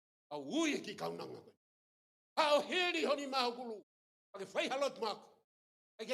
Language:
Tongan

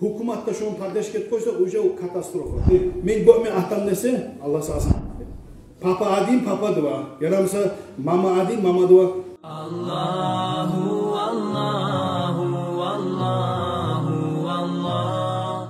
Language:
Kumyk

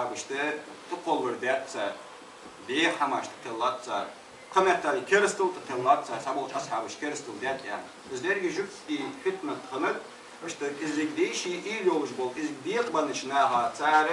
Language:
Ingush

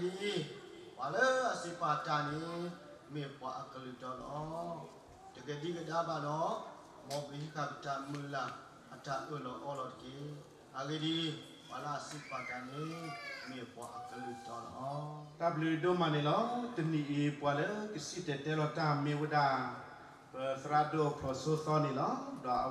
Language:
S'gaw Karen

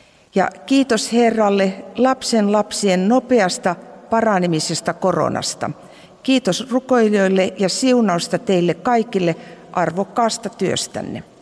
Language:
Finnish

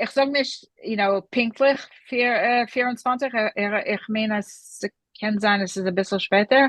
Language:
Yiddish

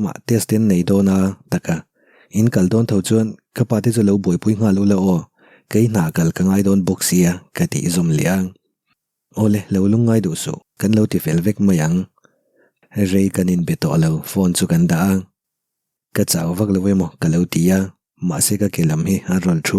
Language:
Mizo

